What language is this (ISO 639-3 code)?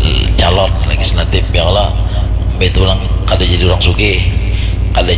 bjn